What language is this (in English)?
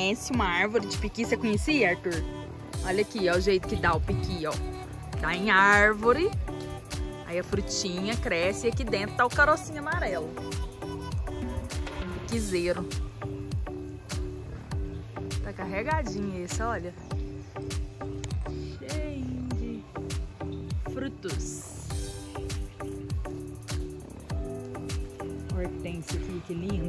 Portuguese